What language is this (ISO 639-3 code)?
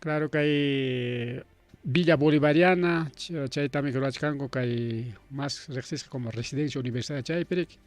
quy